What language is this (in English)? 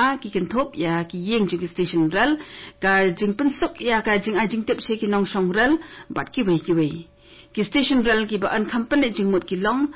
Khasi